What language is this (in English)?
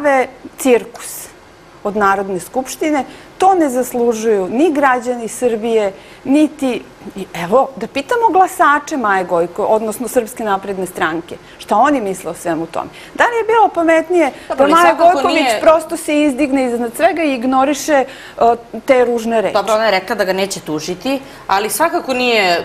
Serbian